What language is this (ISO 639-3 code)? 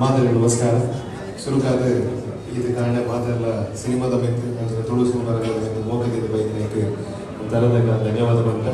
tcy